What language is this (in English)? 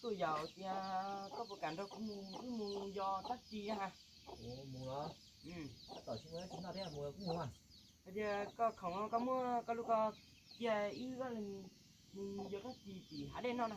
Hmong